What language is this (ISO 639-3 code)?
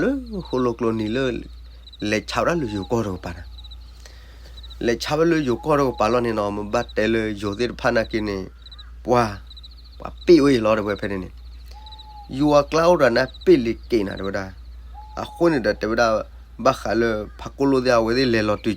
ksw